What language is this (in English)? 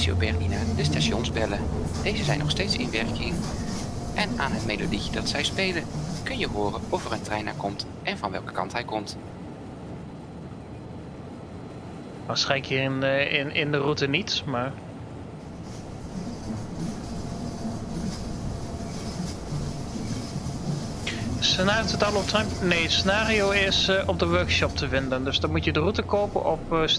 Dutch